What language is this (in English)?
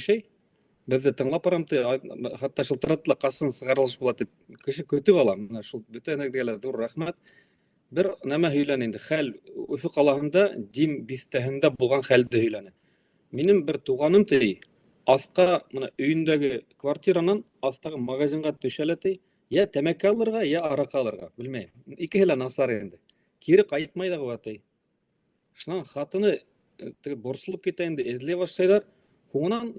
Bashkir